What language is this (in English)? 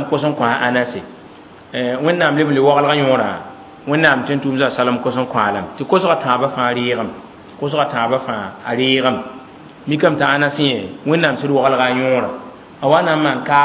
Mossi